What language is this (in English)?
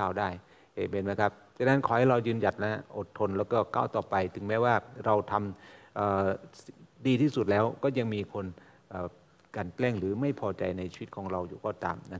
Thai